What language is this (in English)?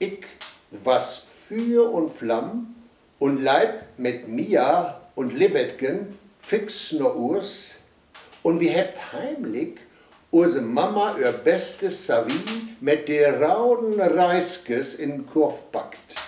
Westphalien